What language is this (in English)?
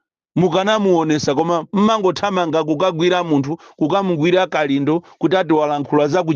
Nyanja